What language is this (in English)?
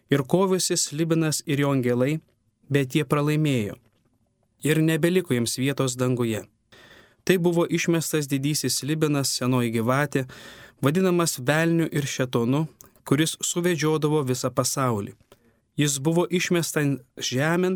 Lithuanian